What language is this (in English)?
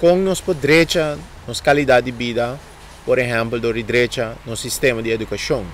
Papiamento